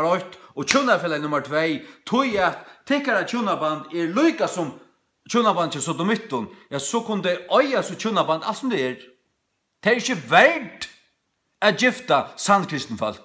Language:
Faroese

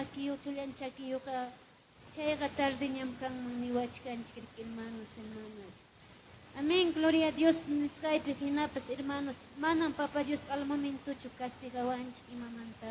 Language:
Ayacucho Quechua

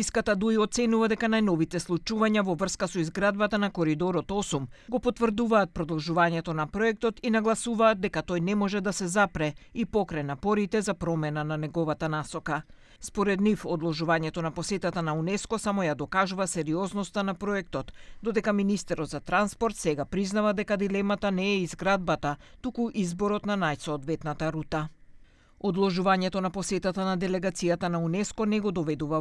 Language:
Macedonian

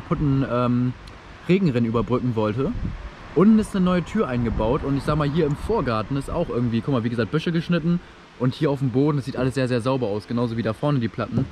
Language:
German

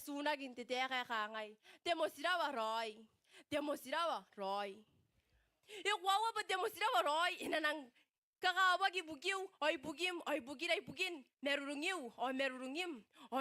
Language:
Gilbertese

